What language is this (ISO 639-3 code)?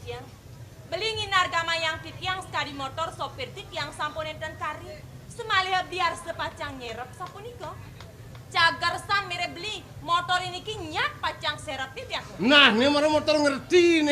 ban